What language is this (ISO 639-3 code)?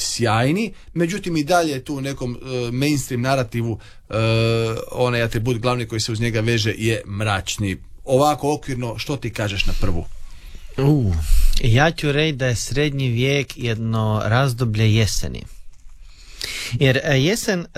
hrv